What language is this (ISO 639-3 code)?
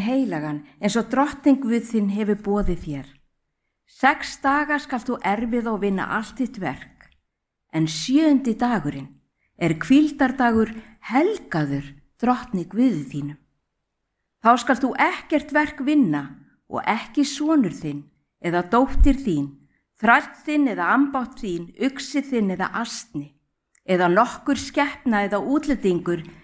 isl